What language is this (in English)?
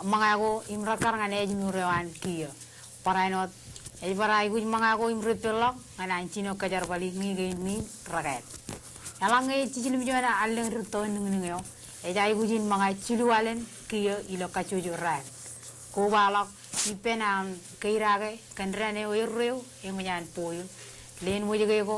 Marshallese